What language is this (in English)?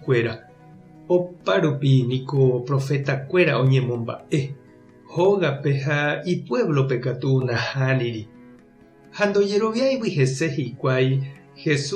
Guarani